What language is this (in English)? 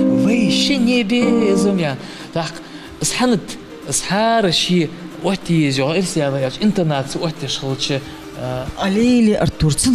Ingush